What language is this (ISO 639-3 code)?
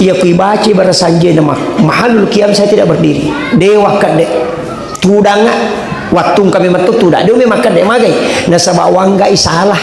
bug